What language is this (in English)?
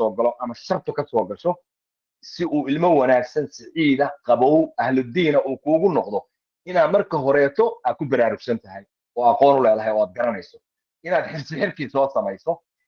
Somali